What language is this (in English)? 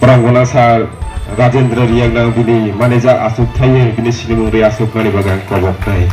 Kok Borok